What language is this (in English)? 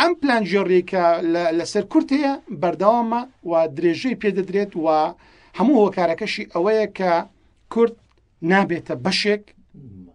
Central Kurdish